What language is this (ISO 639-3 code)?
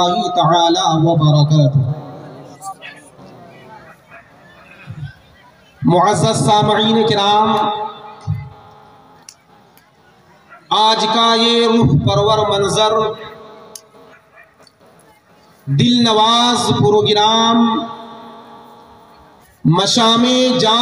urd